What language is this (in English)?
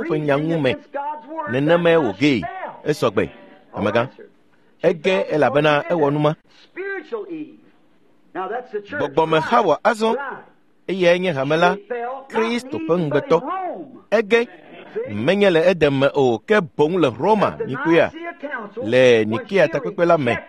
Ewe